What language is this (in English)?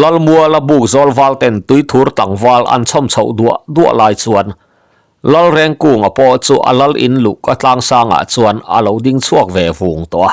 Mizo